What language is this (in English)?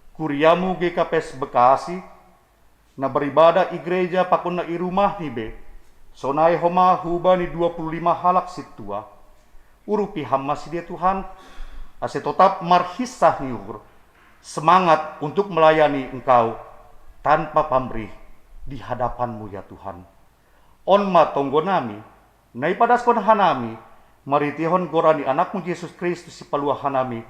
Batak Simalungun